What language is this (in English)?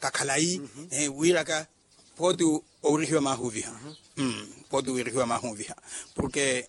Makhuwa